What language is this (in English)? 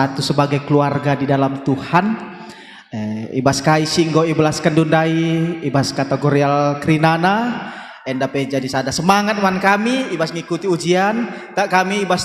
Batak Karo